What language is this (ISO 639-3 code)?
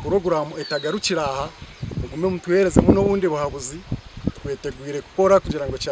nyn